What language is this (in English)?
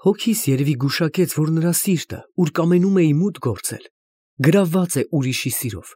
Armenian